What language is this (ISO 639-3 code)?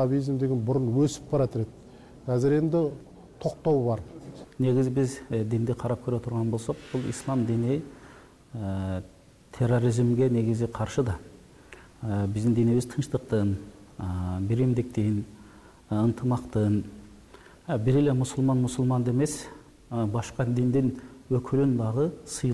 kaz